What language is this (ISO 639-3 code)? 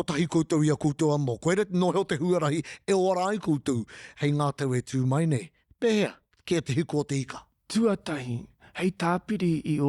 mri